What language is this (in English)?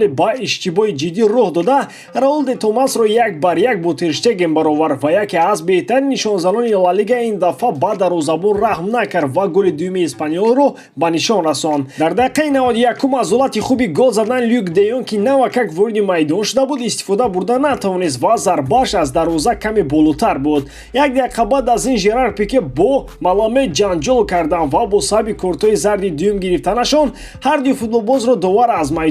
Tajik